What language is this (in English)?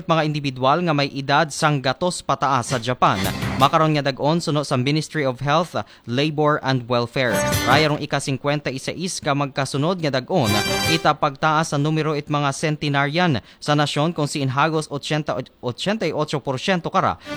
Aklanon